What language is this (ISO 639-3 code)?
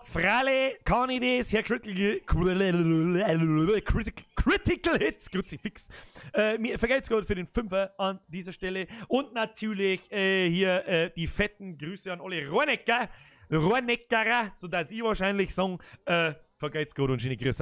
bar